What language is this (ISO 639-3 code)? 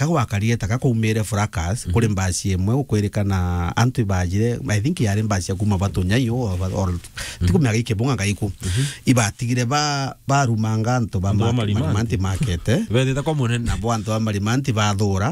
mer